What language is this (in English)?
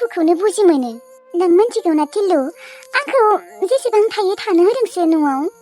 Bodo